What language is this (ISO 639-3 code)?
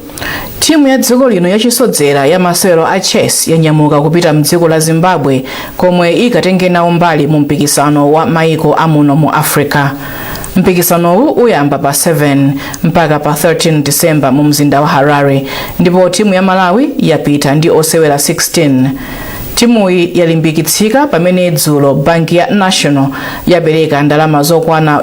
nya